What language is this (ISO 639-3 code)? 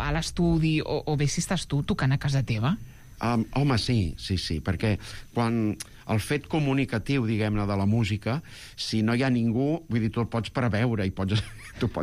cat